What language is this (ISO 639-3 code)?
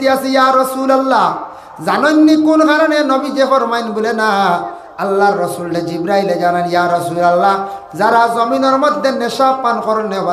syl